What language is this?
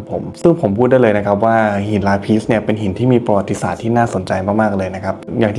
Thai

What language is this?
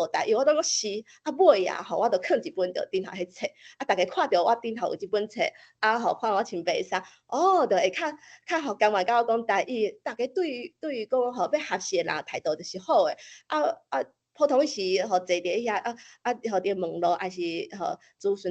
Min Nan Chinese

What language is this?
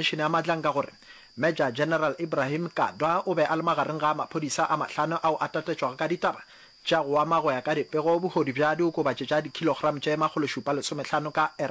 Northern Sotho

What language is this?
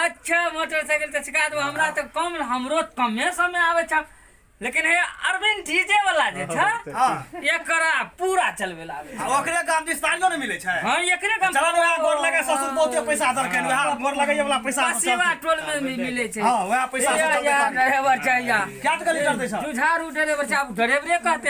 Maithili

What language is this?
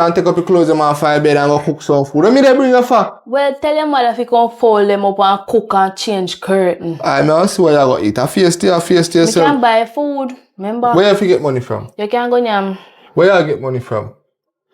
Jamaican Creole English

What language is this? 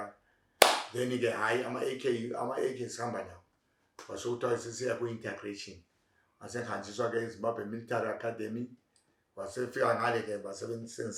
North Ndebele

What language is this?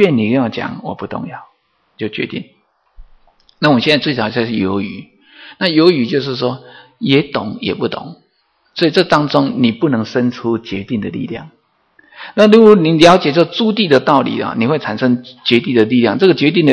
Chinese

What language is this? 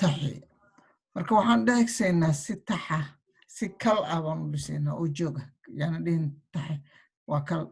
Somali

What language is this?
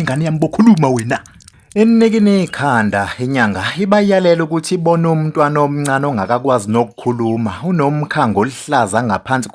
Zulu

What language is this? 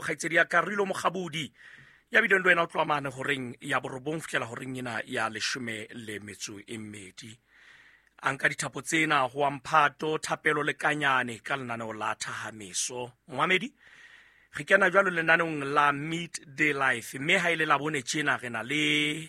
Southern Sotho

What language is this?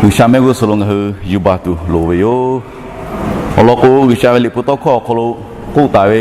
Lahu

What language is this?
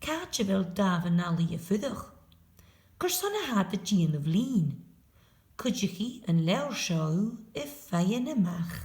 Scottish Gaelic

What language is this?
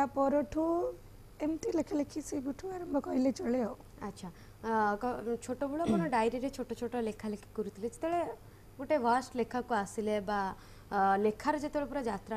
Odia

